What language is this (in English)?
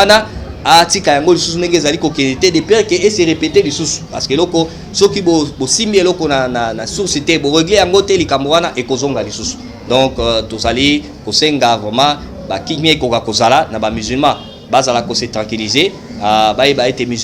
Lingala